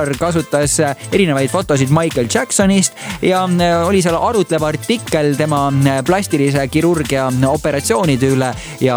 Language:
Estonian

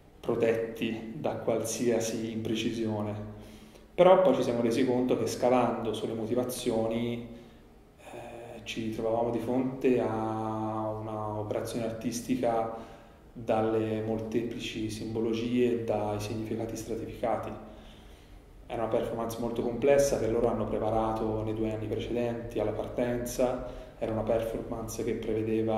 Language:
Italian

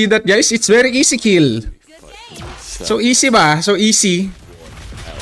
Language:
Filipino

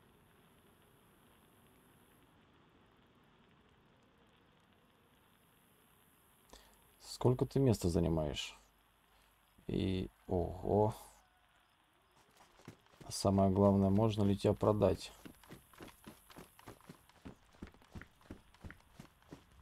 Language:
Russian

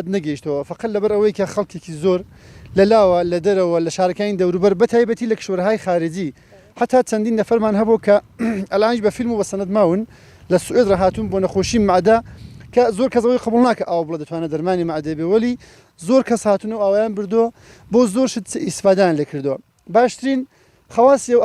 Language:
Central Kurdish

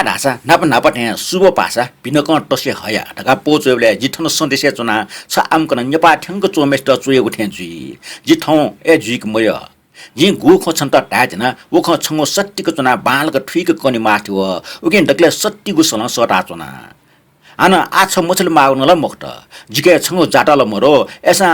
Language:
Newari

